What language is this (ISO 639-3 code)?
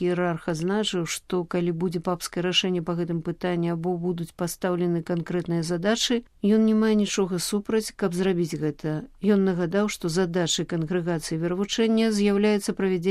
bel